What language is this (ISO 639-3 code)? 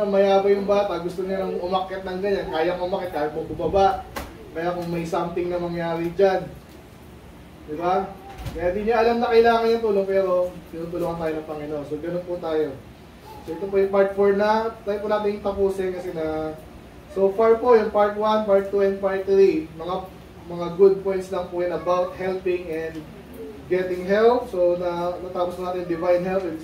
fil